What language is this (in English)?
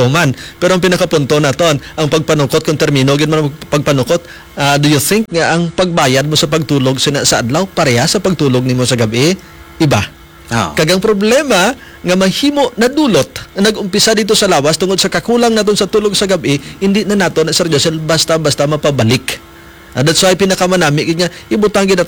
Hiligaynon